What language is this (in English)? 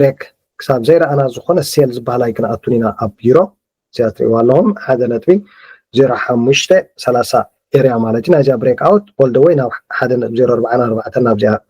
Tigrinya